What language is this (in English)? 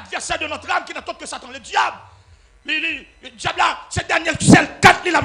Haitian Creole